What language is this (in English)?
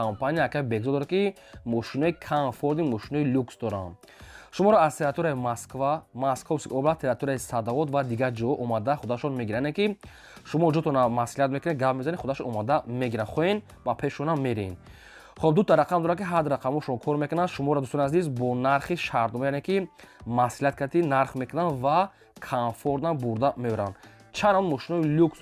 Tajik